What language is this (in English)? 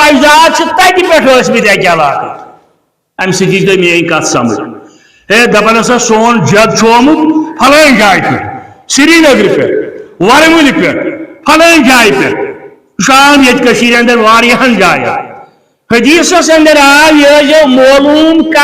Kashmiri